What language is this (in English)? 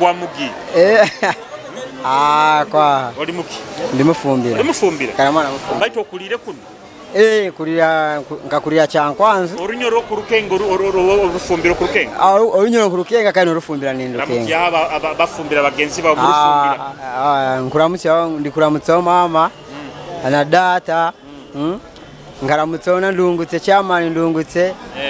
Nyoro